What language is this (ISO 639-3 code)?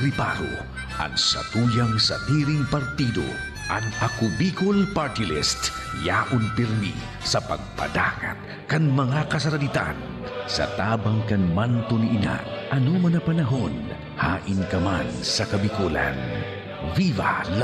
bik